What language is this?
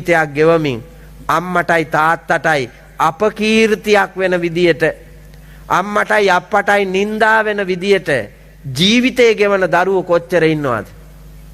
Sinhala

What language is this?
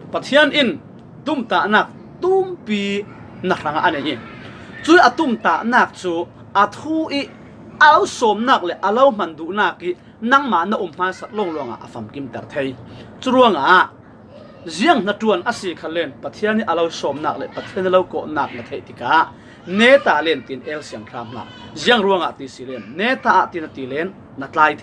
Falam Chin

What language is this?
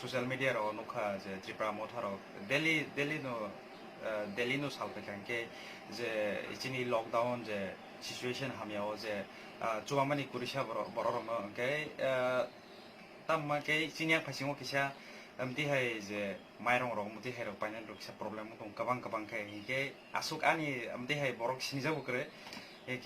Kok Borok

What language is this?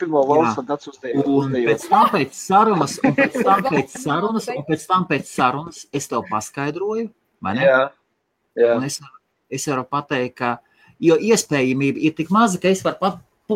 Latvian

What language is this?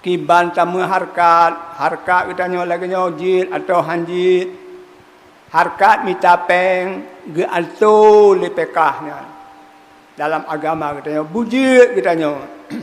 Achinese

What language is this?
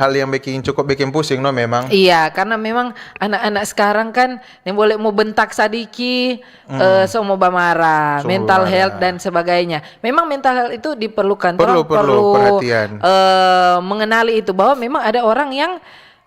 Manado Malay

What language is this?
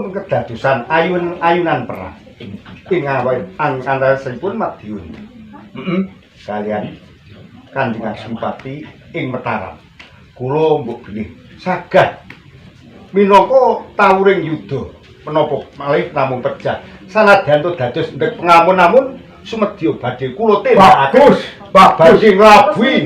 Javanese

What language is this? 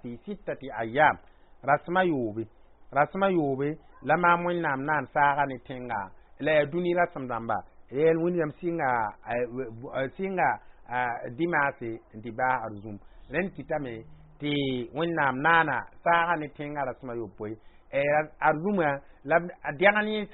Mossi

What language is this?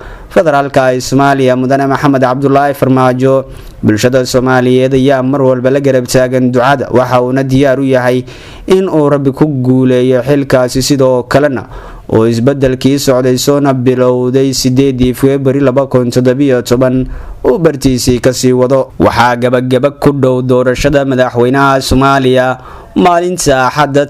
Somali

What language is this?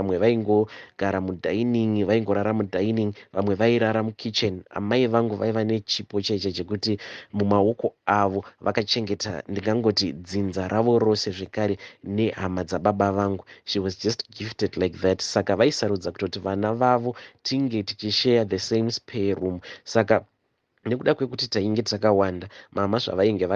Shona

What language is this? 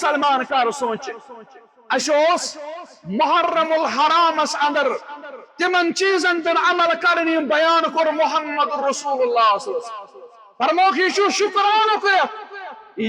Kashmiri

